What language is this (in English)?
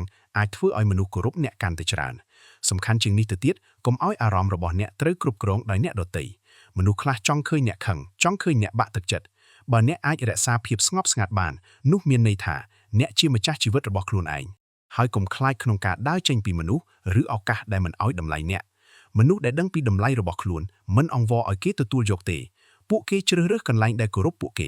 Khmer